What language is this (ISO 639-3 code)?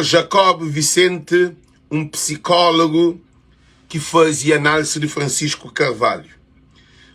kea